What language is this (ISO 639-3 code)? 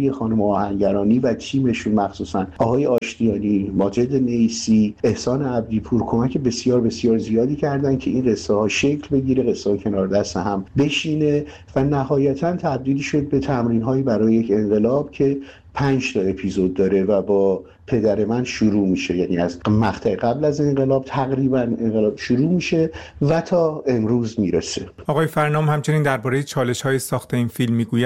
fas